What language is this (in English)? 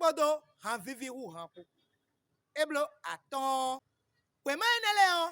Fon